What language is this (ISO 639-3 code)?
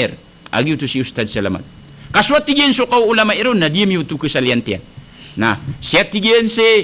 mrw